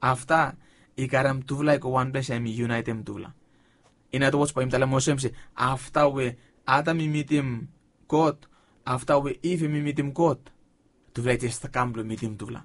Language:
Bislama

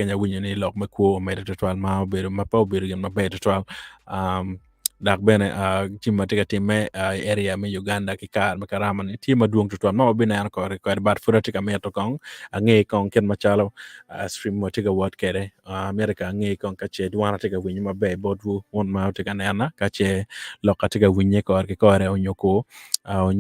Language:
Acoli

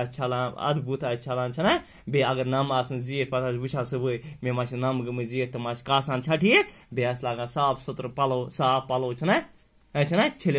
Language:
Kashmiri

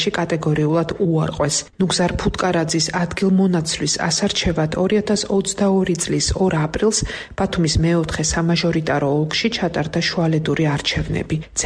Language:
Georgian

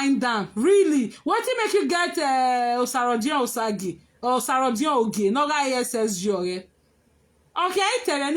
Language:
Nigerian Pidgin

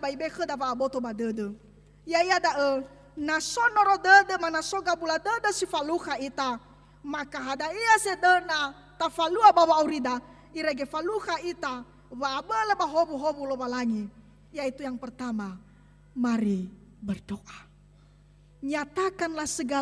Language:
Nias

